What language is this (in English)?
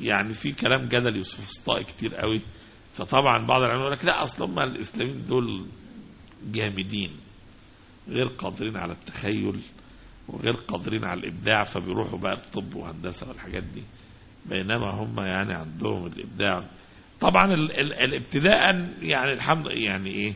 Egyptian Arabic